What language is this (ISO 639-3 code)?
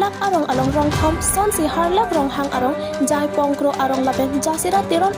mjw